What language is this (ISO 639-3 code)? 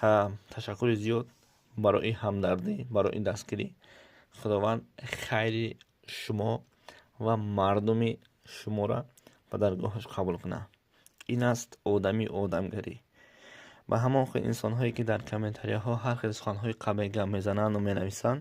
tgk